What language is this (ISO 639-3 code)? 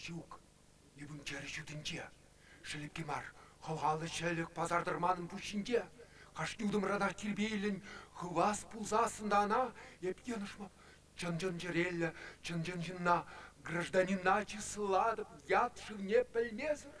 chv